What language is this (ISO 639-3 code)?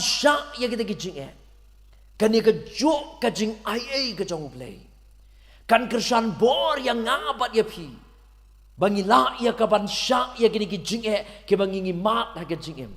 kha